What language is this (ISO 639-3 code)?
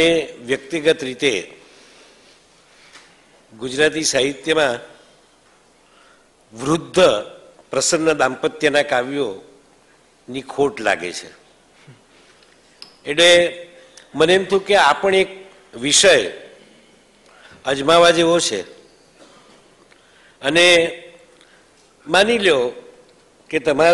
guj